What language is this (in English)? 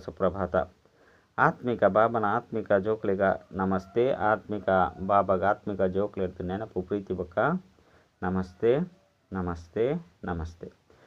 Tulu